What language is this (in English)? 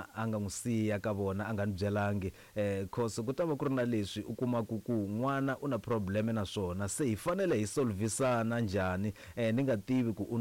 Tsonga